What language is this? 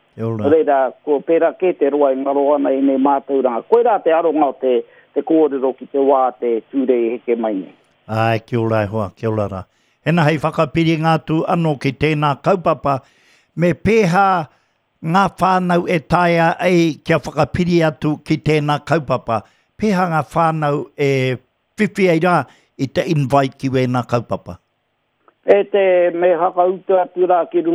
Māori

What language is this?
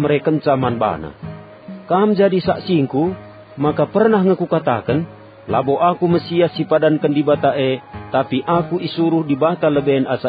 Batak Karo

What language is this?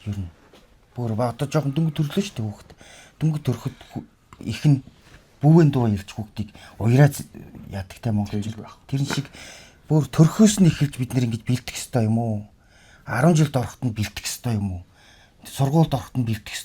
Mongolian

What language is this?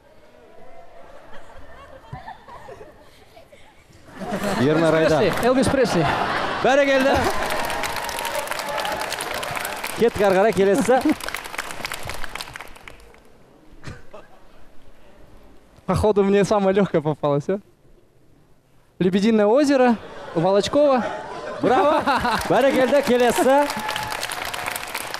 Kazakh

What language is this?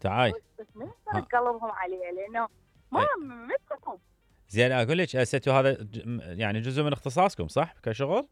Mesopotamian Arabic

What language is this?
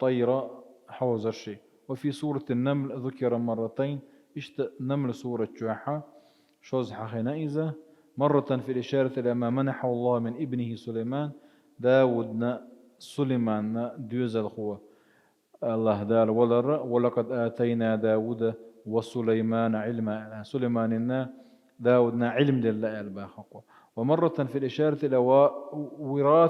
Chechen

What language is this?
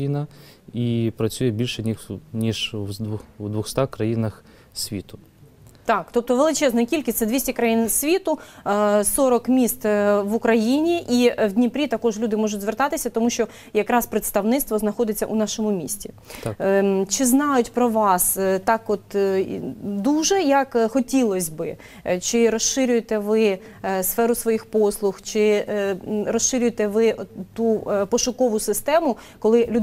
Ukrainian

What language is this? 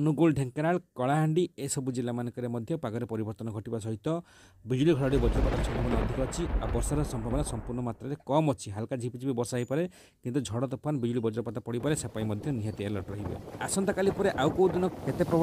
Odia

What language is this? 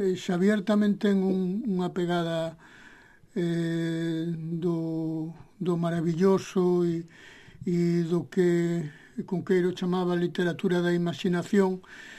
Galician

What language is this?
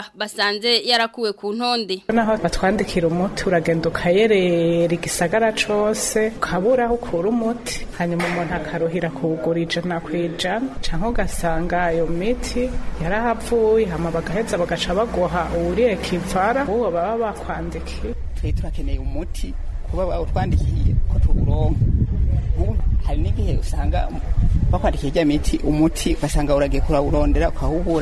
Rundi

